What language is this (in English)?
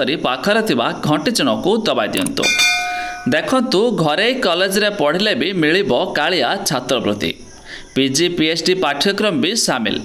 Odia